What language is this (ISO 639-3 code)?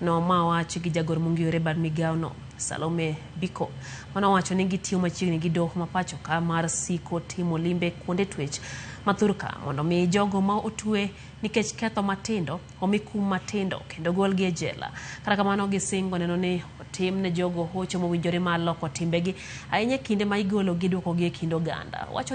luo